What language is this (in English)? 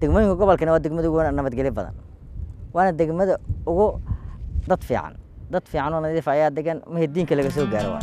Somali